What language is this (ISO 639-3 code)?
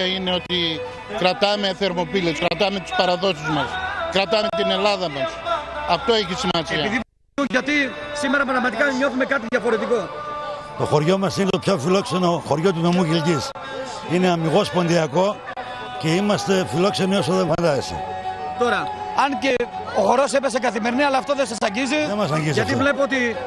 ell